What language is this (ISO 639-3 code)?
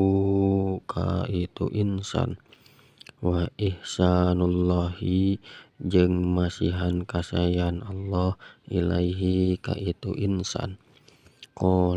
sun